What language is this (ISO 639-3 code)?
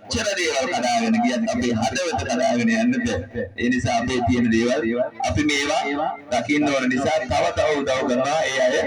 sin